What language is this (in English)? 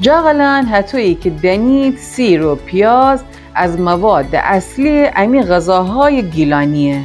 Gilaki